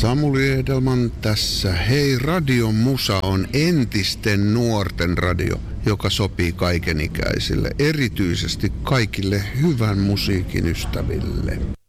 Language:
Finnish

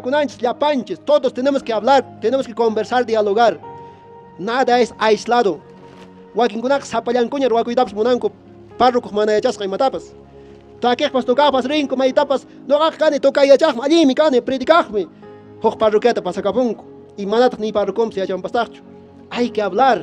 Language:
Quechua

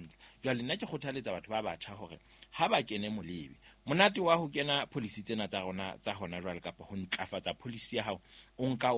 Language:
Southern Sotho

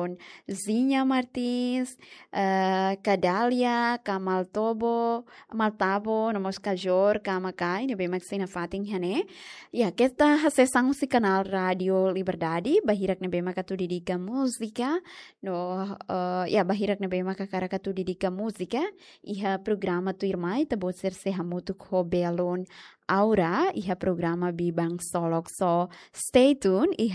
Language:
Tetum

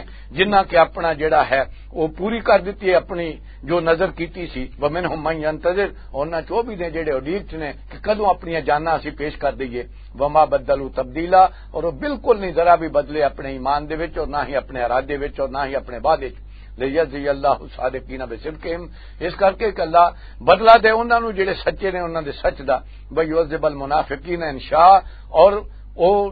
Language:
Western Panjabi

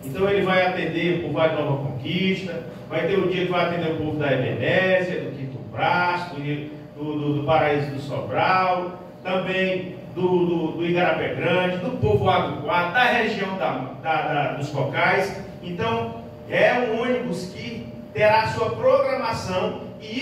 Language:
Portuguese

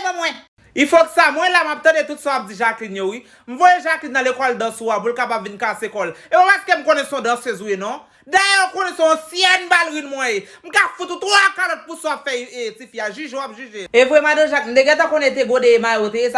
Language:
Haitian Creole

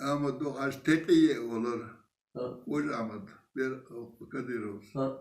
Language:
Chechen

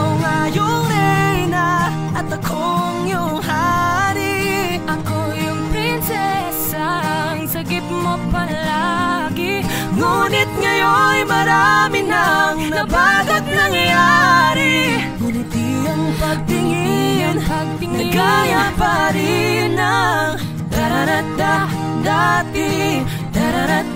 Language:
Filipino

